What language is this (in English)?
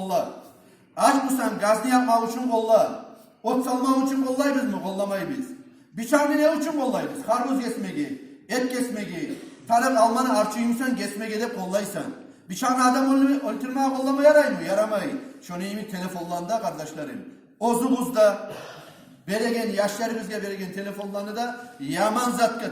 Kumyk